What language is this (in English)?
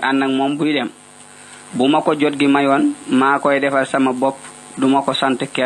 Wolof